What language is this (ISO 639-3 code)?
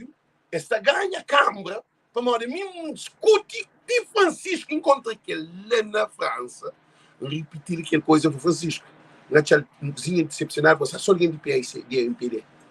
kea